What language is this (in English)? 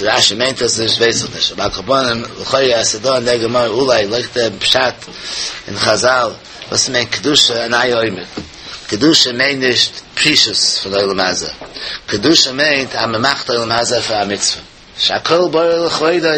Yiddish